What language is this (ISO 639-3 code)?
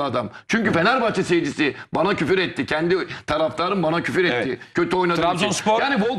tur